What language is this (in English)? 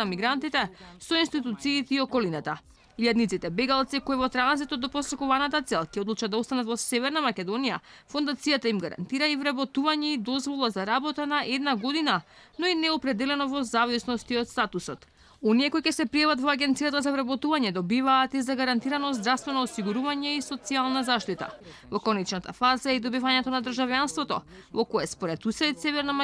Macedonian